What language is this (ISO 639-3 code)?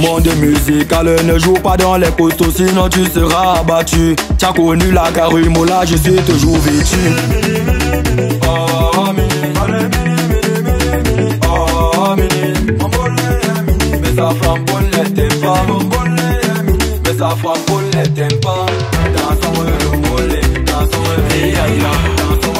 fra